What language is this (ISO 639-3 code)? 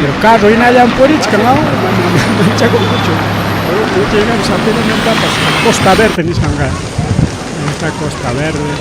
quy